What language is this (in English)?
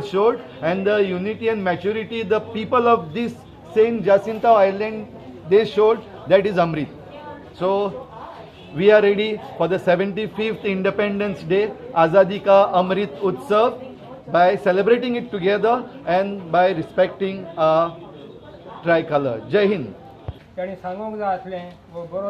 Konkani